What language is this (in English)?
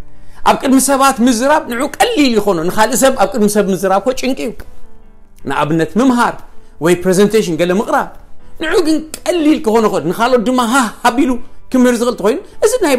Tigrinya